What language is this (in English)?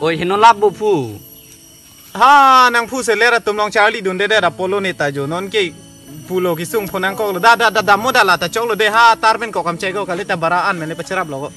Karbi